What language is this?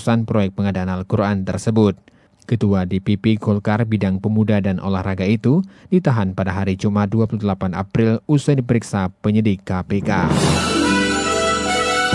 Indonesian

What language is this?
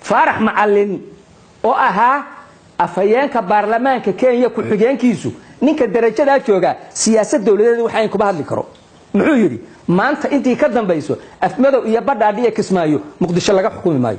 Somali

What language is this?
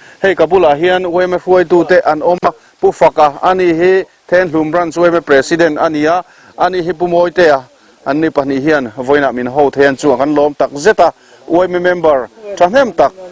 Mizo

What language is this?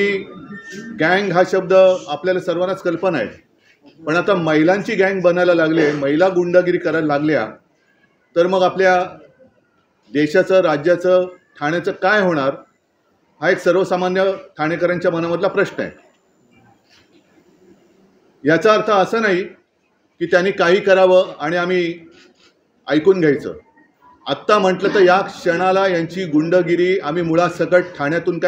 Marathi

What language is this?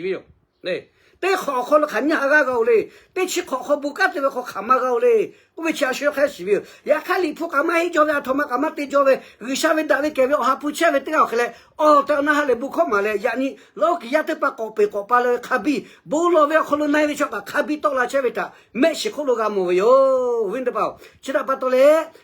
Lahu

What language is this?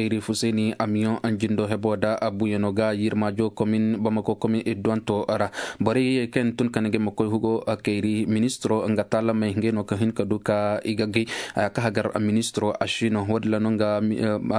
Koyraboro Senni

